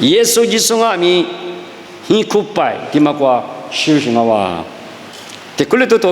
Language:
Lisu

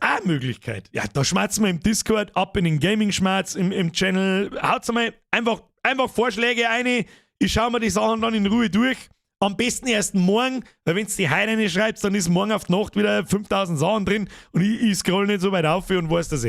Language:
Bavarian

